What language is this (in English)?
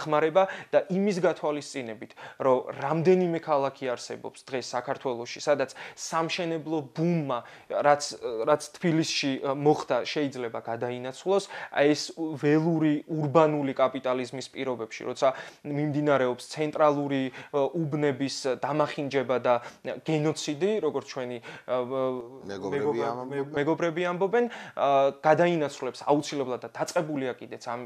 Georgian